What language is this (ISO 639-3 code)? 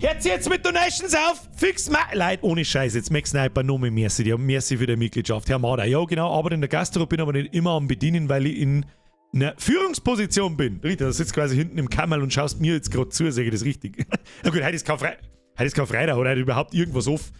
bar